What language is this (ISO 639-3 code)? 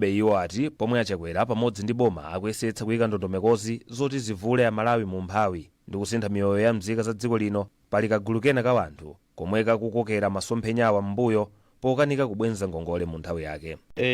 nya